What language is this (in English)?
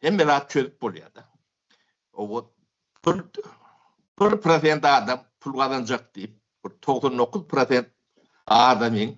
Turkmen